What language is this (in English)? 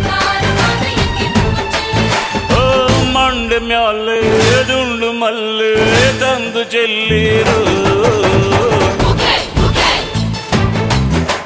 Kannada